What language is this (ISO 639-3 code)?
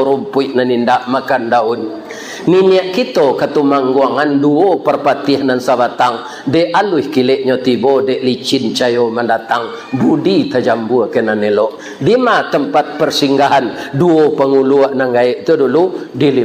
min